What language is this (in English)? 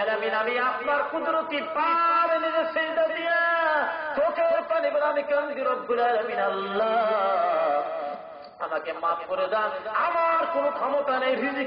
Bangla